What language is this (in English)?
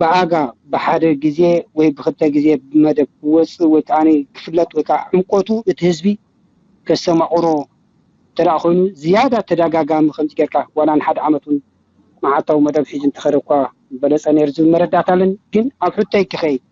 Tigrinya